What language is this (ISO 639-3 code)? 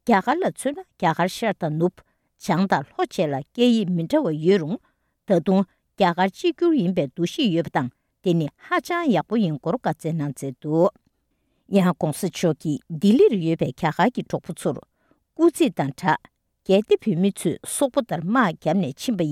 bod